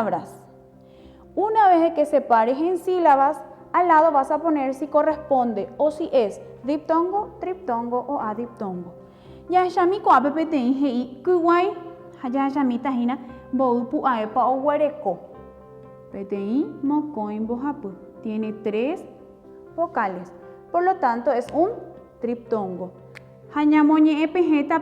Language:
Guarani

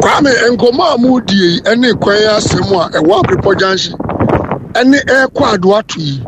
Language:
Akan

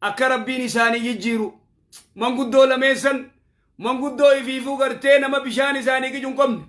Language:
Oromo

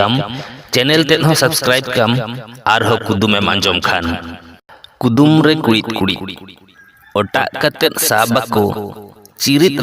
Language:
Santali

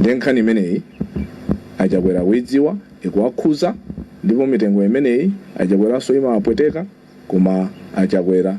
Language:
Nyanja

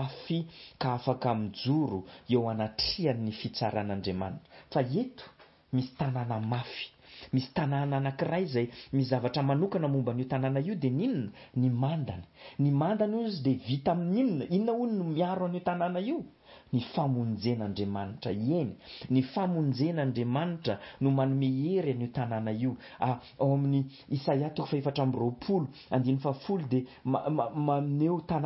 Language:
Malagasy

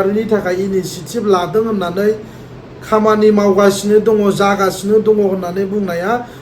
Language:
Bodo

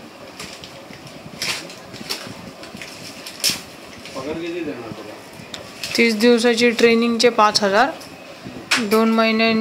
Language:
Marathi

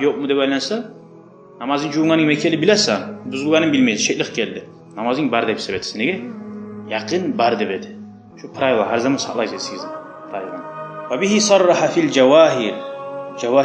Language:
Kumyk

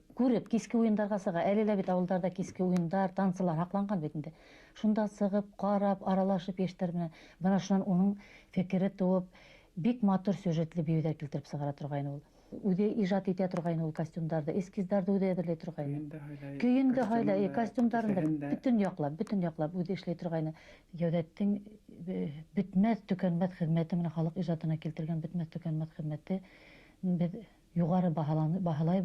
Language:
Bashkir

